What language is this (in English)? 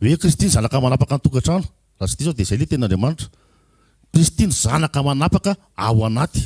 Malagasy